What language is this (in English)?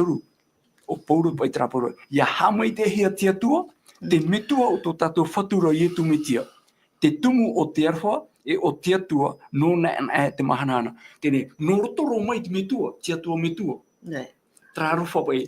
Tahitian